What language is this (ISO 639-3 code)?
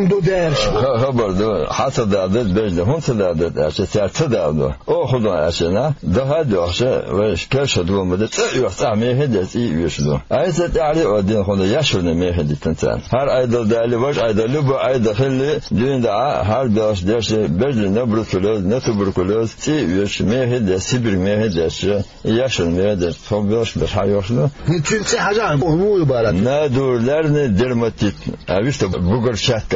che